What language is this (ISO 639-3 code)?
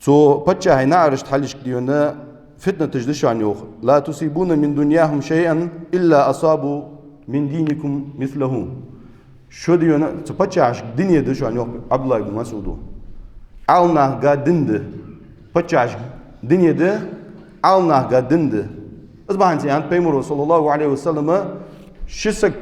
inh